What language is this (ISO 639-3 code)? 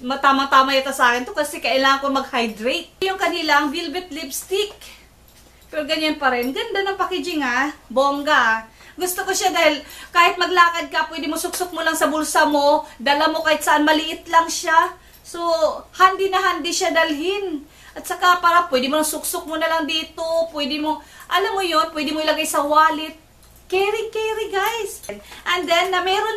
fil